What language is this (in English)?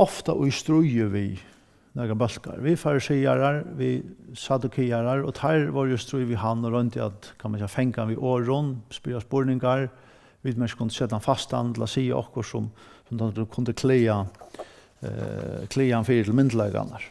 Faroese